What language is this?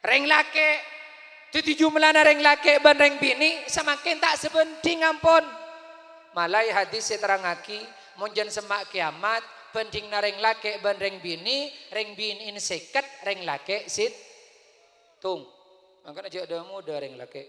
Madurese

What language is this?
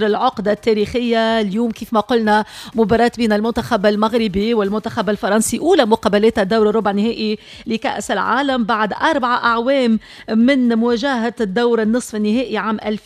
Tunisian Arabic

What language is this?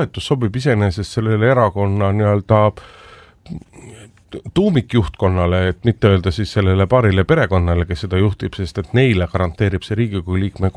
Estonian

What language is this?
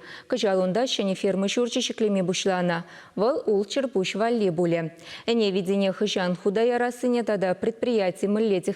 Chuvash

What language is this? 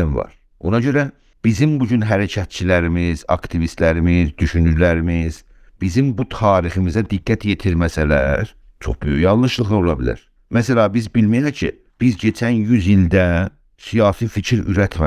South Azerbaijani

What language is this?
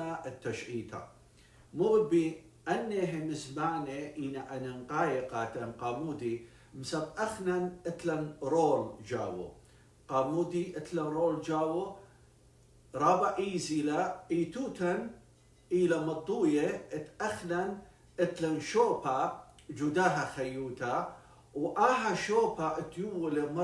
Assyrian Neo-Aramaic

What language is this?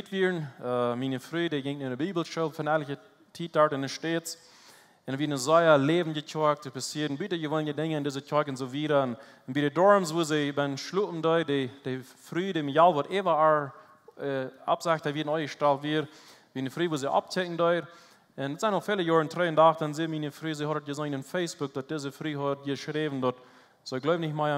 Plautdietsch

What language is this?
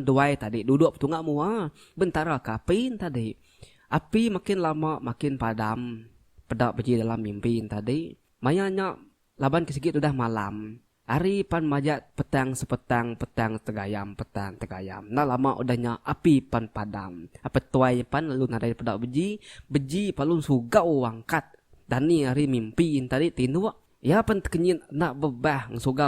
Iban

